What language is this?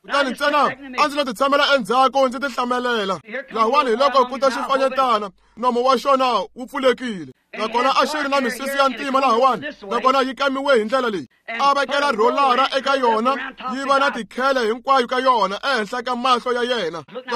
Tsonga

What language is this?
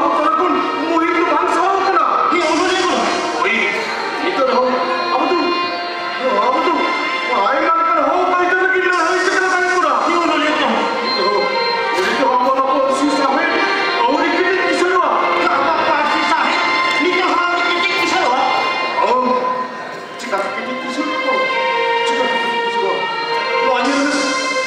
Santali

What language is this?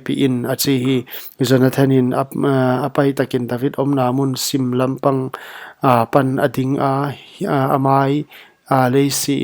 Paite Chin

